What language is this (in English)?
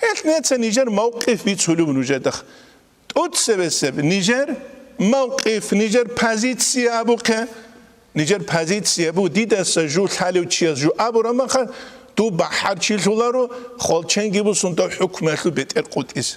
Avaric